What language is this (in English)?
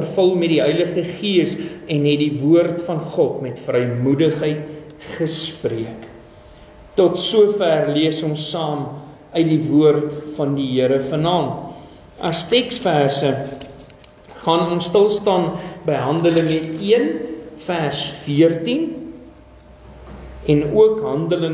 Afrikaans